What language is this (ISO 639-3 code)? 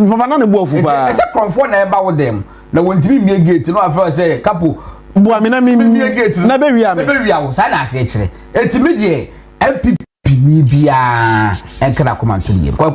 aka